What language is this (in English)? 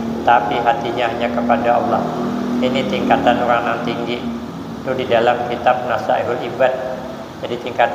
Banjar